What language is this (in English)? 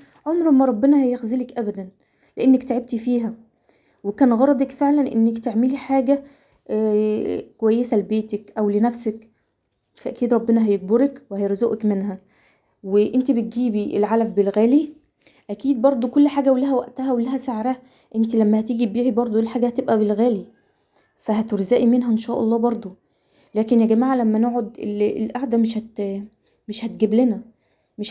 Egyptian Arabic